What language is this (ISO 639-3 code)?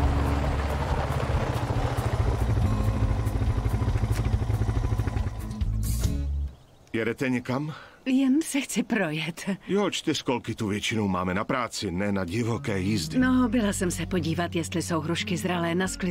ces